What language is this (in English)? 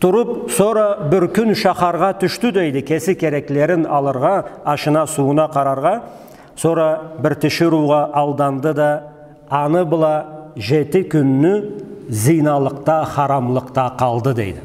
Karachay-Balkar